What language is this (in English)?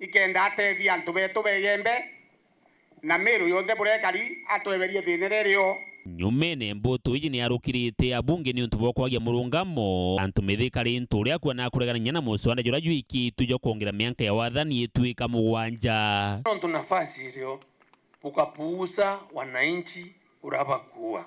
Meru